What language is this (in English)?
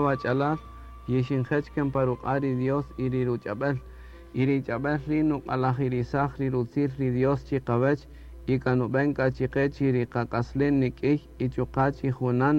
Kaqchikel